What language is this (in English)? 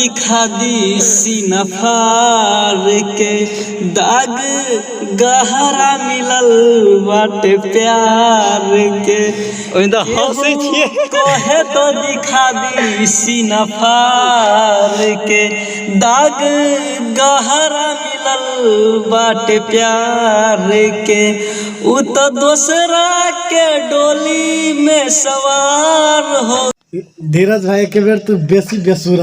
Maithili